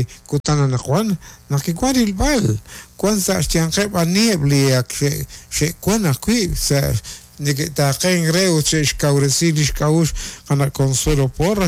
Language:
Kekchí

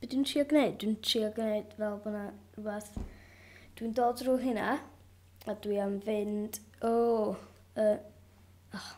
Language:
Welsh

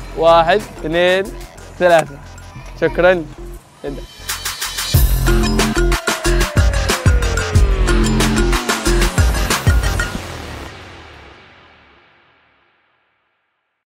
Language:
Arabic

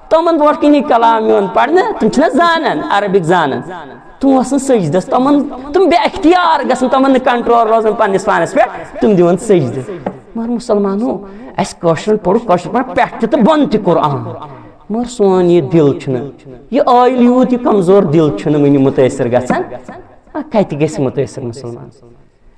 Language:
Kashmiri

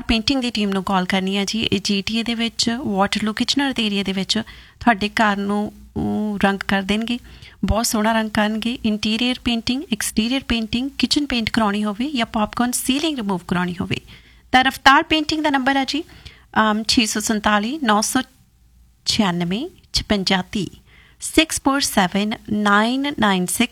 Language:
Punjabi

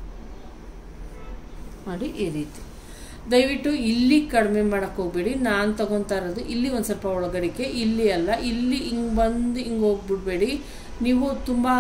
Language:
Kannada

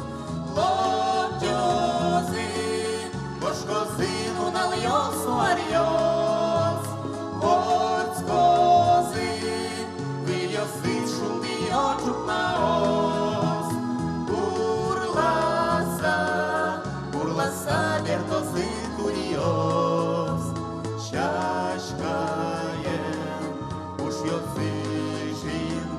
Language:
Udmurt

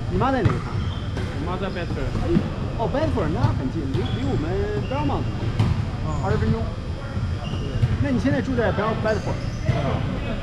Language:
Chinese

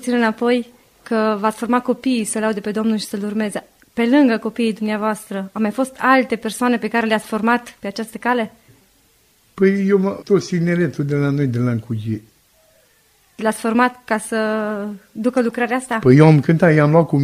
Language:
Romanian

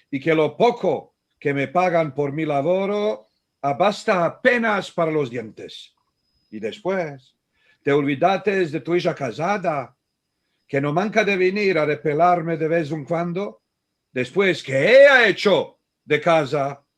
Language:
Ladino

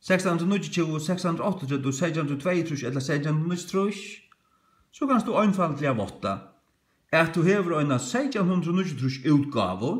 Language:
Faroese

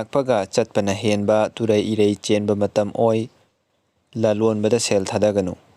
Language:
Manipuri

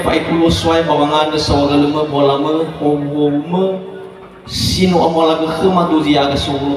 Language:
Nias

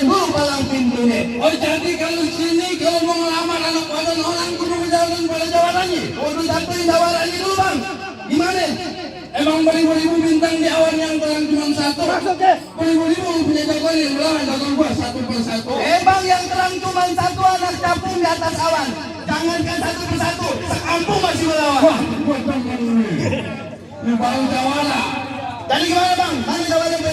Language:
Betawi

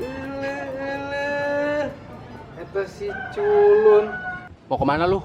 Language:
Betawi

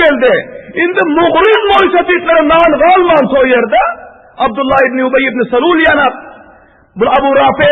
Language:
Turkmen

